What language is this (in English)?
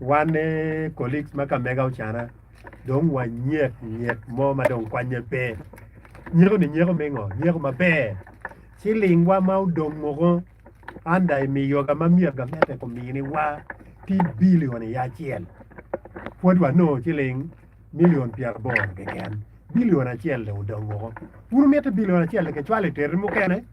Acoli